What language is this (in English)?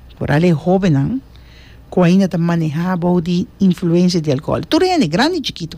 Papiamento